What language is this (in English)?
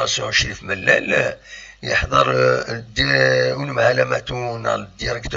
Kabyle